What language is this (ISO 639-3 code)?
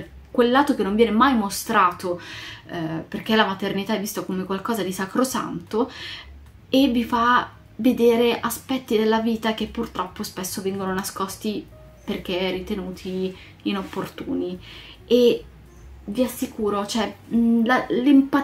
ita